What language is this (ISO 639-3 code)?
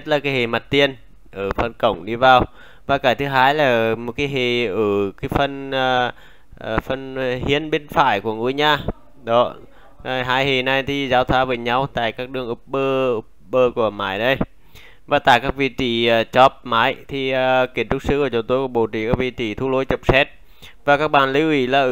vie